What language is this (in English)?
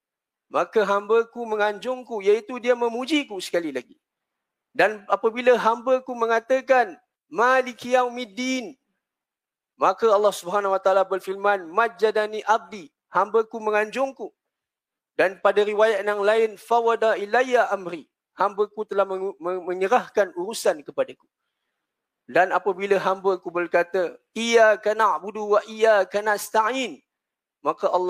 Malay